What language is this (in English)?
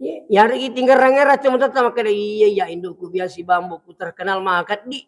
Buginese